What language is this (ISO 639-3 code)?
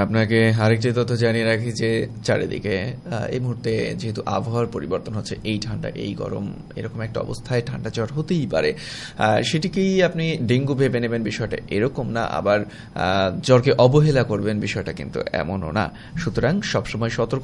ben